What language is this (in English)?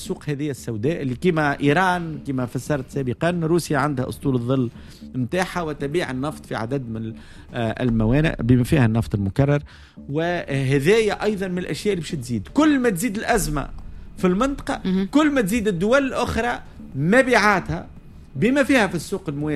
Tunisian Arabic